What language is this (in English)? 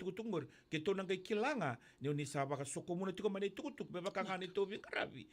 Fijian